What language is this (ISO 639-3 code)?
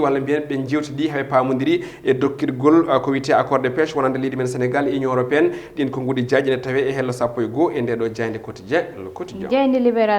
ful